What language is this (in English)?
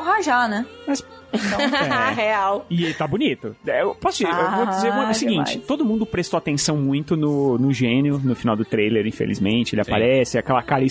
Portuguese